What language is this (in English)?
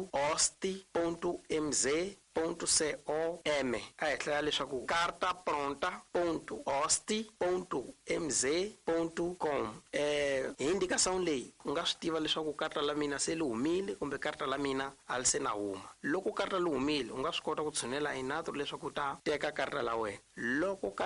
Tsonga